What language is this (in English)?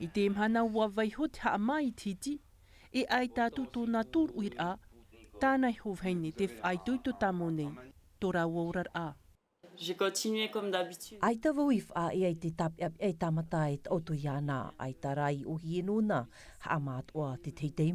Tahitian